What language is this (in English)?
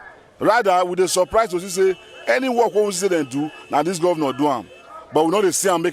Nigerian Pidgin